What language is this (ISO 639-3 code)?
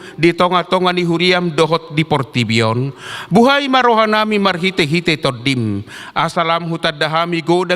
bbc